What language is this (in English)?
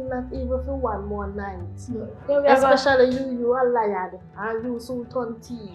Jamaican Creole English